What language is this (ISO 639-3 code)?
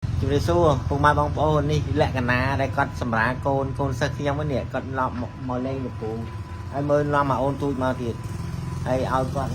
khm